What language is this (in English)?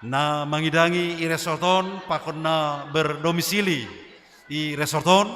Batak Simalungun